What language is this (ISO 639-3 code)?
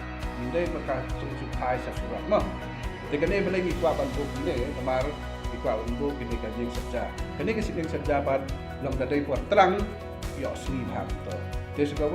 kha